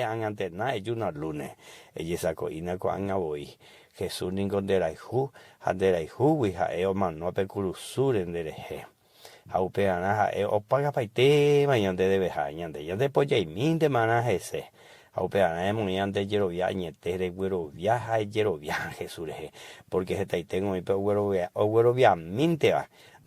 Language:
Guarani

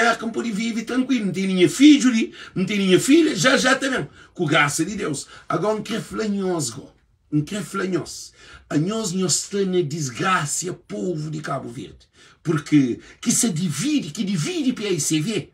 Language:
Kabuverdianu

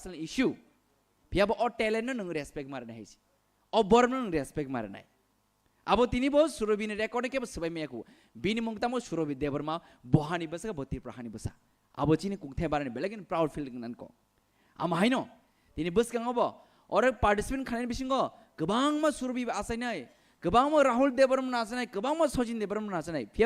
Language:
Kok Borok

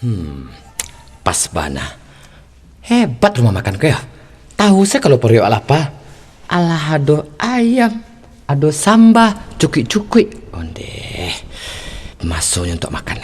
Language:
Minangkabau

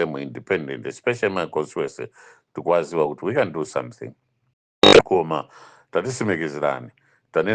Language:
Nyanja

